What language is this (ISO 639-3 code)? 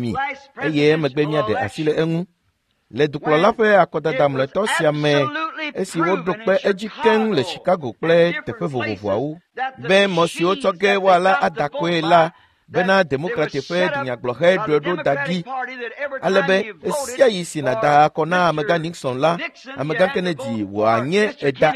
ewe